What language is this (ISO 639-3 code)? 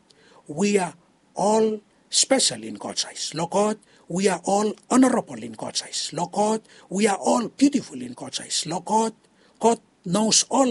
bis